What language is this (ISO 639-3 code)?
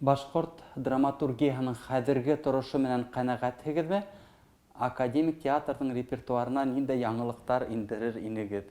bak